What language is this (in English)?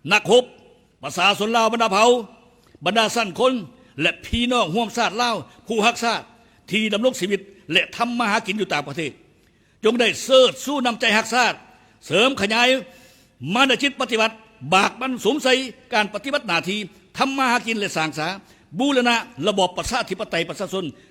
Lao